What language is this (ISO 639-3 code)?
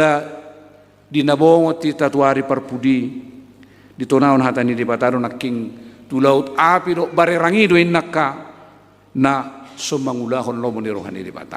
bbc